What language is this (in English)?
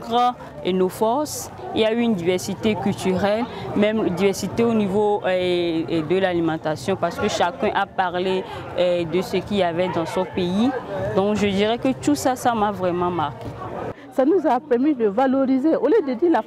French